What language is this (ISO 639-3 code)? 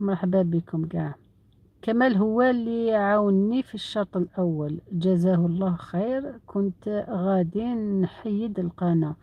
arq